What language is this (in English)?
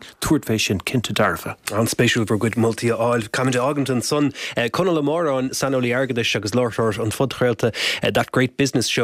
Irish